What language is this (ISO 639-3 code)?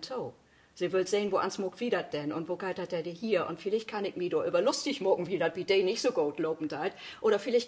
nds